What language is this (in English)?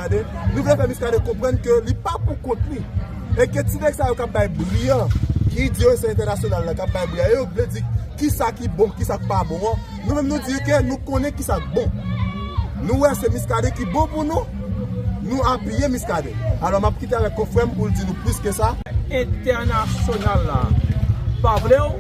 Haitian Creole